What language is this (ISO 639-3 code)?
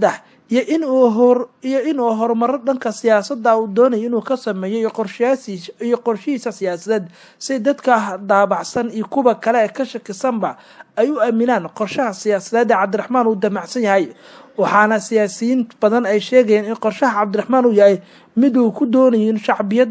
som